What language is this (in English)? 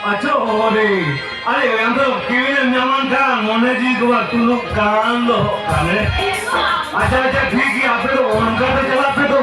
Santali